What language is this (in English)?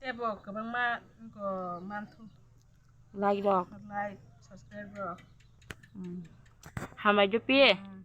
Kok Borok